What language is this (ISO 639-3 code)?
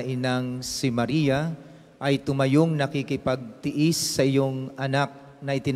fil